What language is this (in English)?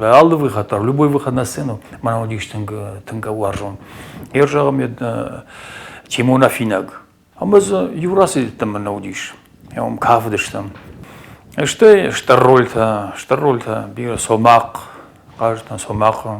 Ossetic